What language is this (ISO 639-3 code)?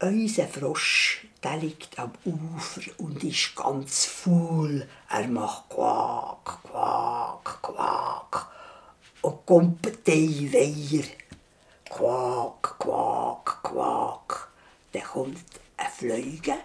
gsw